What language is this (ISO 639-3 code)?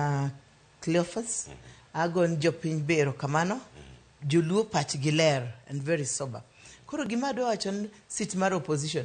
luo